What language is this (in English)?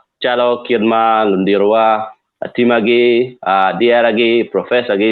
Acoli